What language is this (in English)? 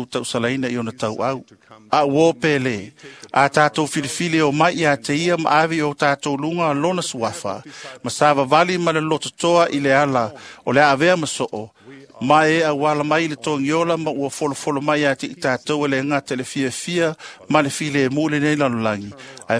Samoan